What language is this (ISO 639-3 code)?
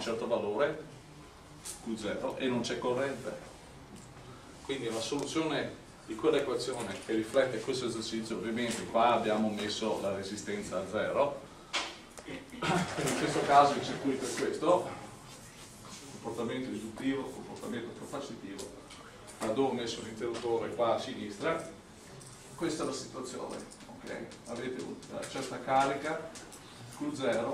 ita